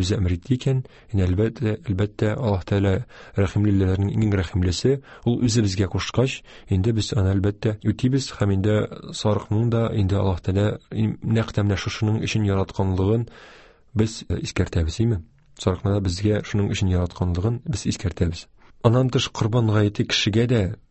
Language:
Tatar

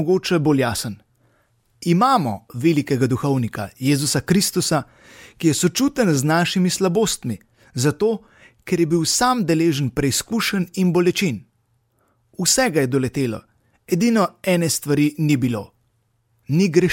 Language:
Slovenian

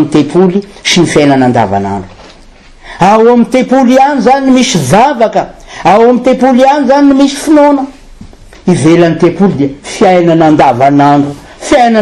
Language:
Malagasy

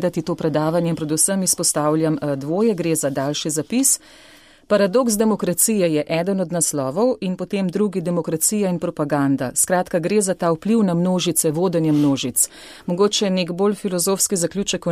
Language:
Slovenian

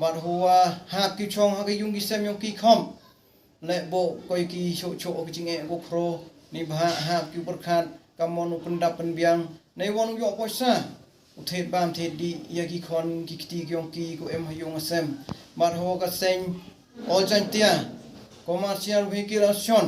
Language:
Khasi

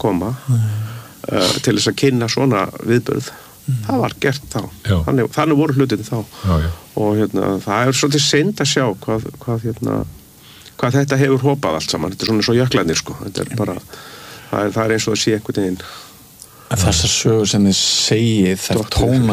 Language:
Icelandic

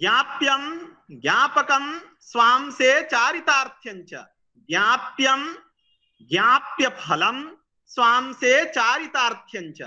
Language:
Sanskrit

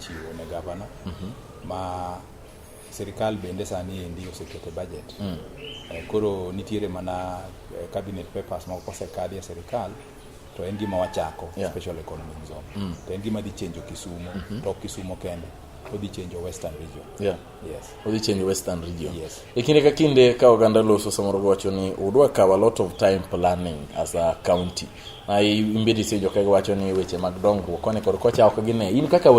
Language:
Luo (Kenya and Tanzania)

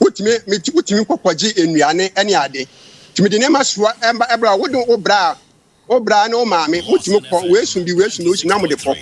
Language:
Akan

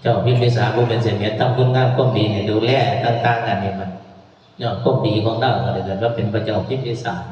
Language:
Northeastern Thai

